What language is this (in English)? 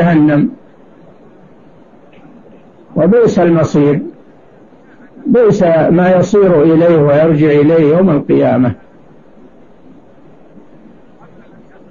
Arabic